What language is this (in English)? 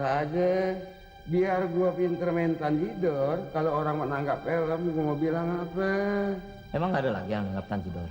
Betawi